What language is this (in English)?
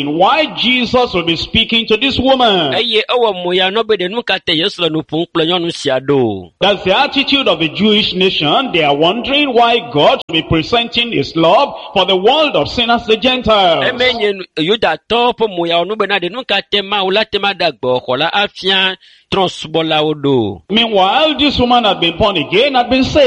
Ewe